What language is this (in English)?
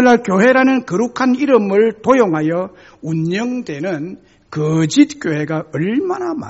Korean